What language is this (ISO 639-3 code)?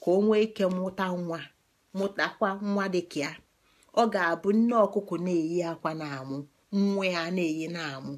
ibo